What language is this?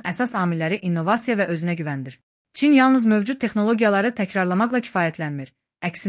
Azerbaijani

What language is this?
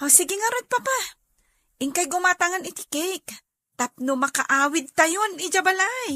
Iloko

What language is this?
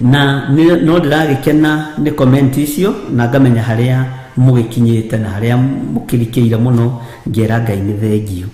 Kikuyu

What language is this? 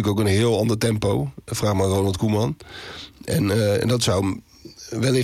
Dutch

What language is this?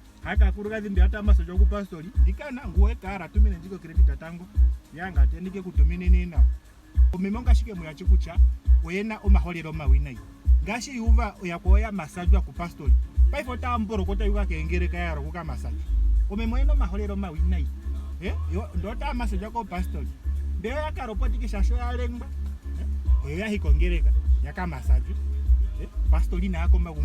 Ndonga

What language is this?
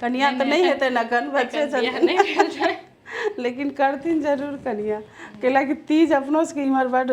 Maithili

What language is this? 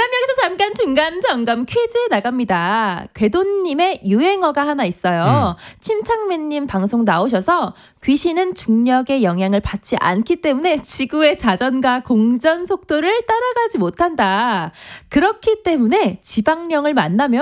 Korean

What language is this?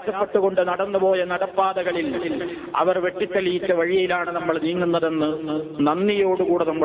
Malayalam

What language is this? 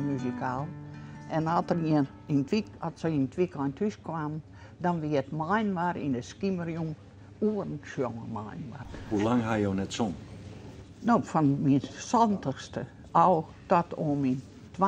Western Frisian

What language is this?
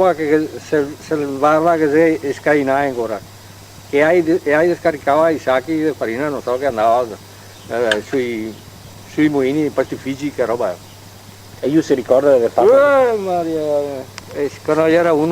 Venetian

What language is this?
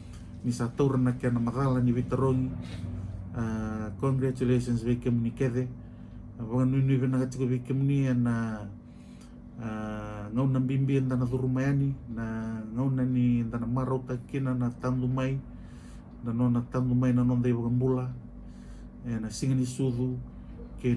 Fijian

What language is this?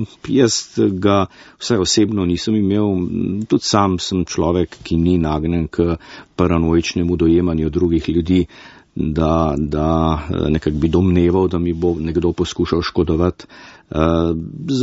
Slovenian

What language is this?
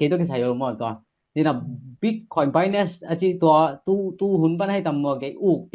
Tedim Chin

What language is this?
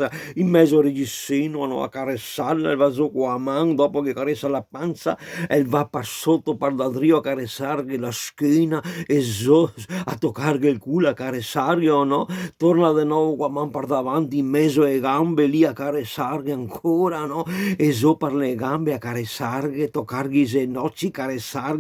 Venetian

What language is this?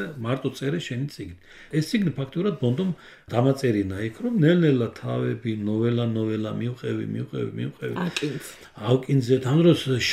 Georgian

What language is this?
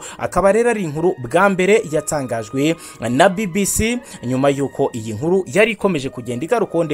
Kinyarwanda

